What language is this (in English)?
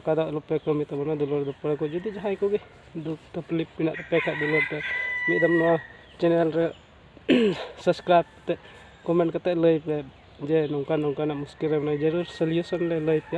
Santali